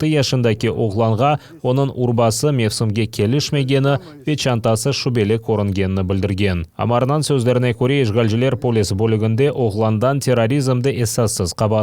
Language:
Crimean Tatar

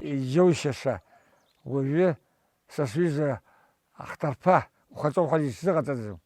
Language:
Abkhazian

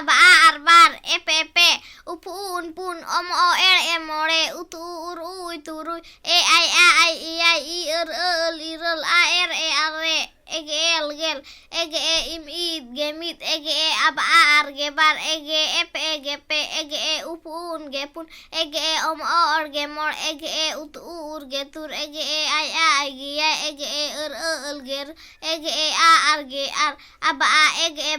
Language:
Santali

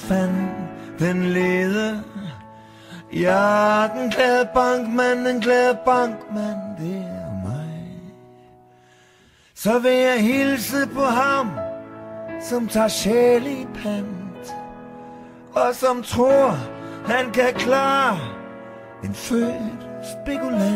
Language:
Danish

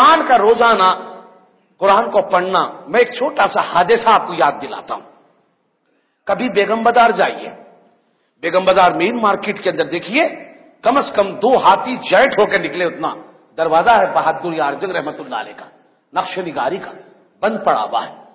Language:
Urdu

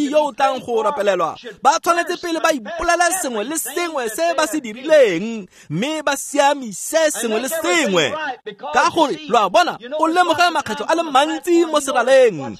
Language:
Tswana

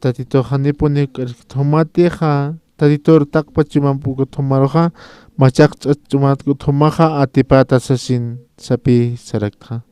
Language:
Aymara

